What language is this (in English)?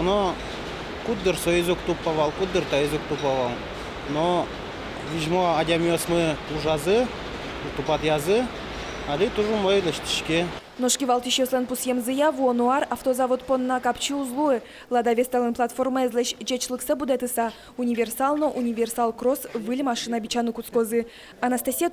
Udmurt